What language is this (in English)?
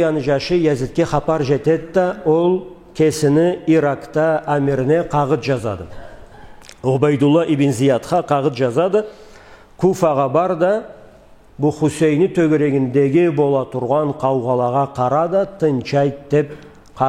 Karachay-Balkar